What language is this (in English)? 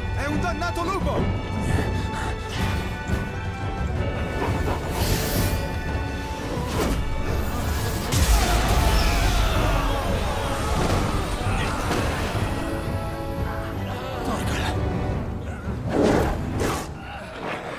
Italian